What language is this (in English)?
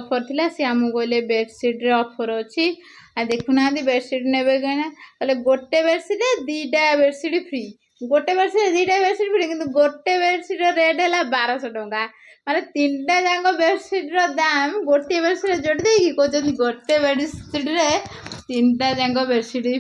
Odia